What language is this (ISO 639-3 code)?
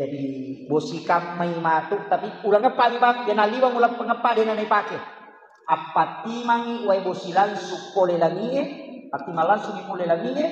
bug